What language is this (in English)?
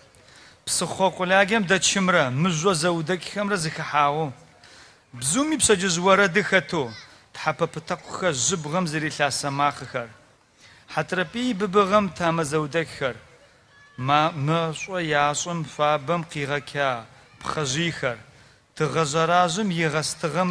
Adyghe